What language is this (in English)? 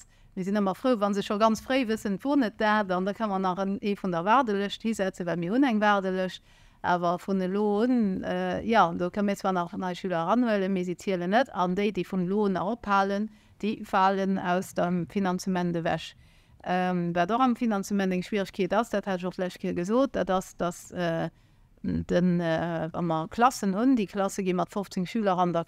Luxembourgish